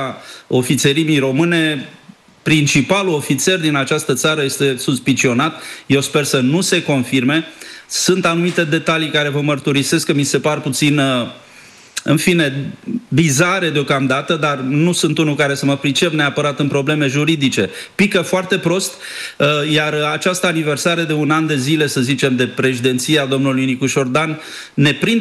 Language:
Romanian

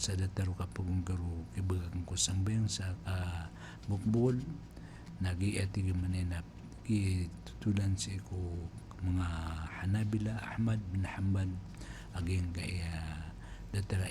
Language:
Maranao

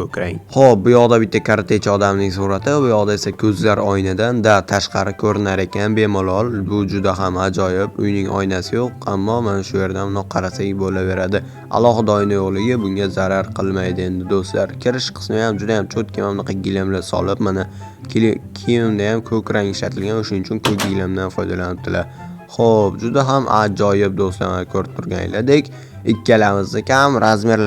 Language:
Uzbek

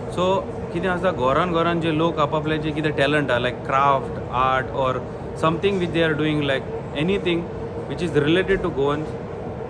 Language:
Konkani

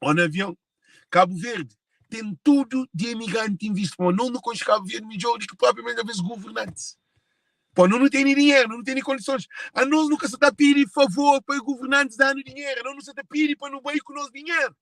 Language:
Kabuverdianu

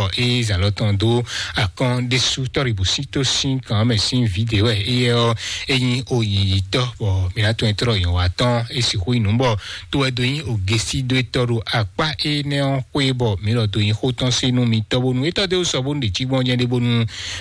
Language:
Fon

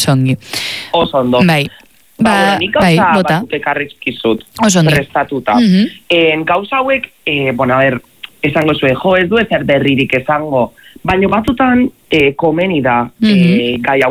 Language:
Basque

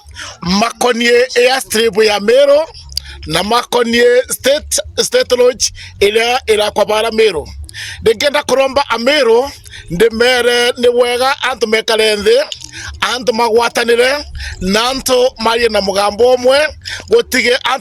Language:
Meru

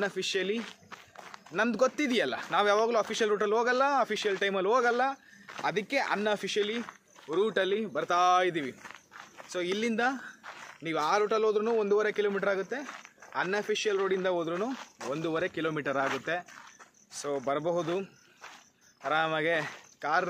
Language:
Kannada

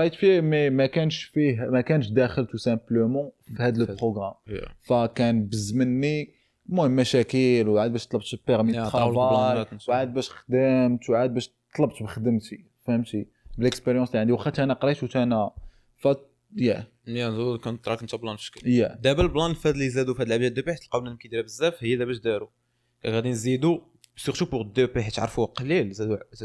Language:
Moroccan Arabic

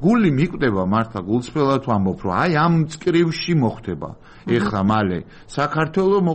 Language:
Georgian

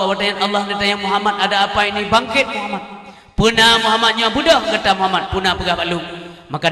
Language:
Achinese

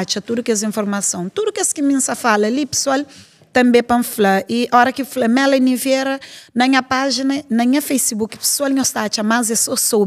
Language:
Kabuverdianu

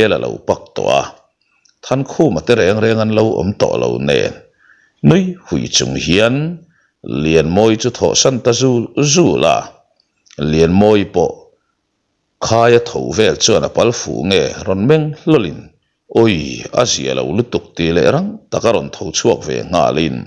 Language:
Mizo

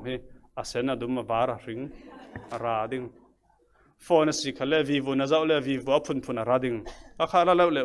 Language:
Falam Chin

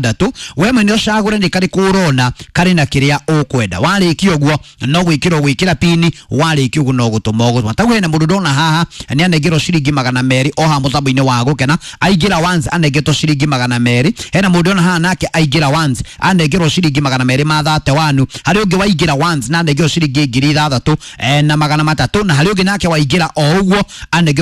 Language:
Kikuyu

